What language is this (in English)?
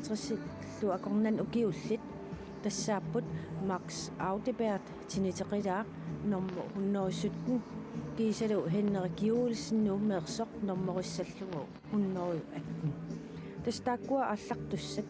Kalaallisut